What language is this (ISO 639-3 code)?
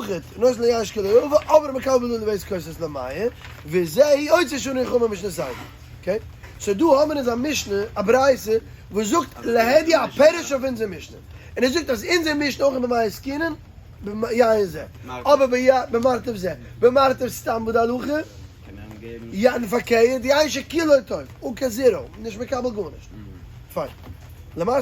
yid